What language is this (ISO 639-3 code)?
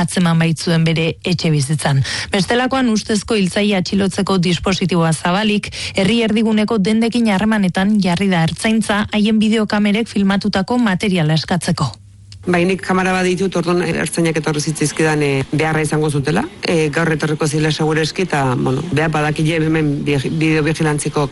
eus